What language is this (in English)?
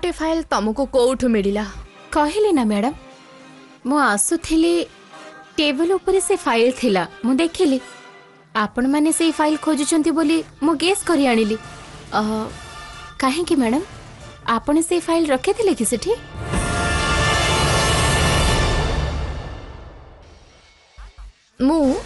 Odia